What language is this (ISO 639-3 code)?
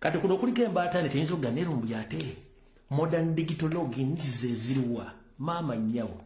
lug